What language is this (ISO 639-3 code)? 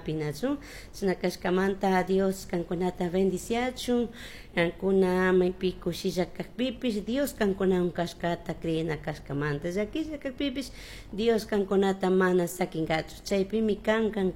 qug